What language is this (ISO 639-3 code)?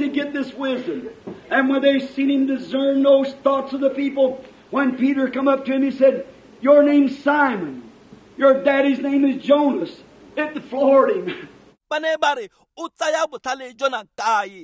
tsn